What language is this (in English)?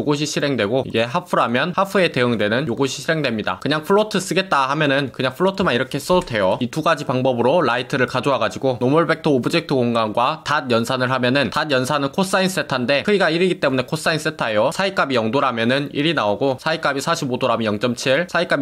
Korean